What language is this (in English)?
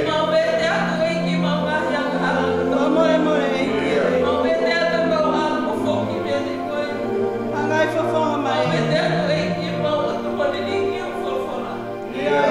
Tongan